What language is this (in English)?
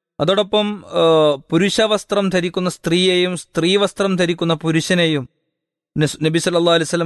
Malayalam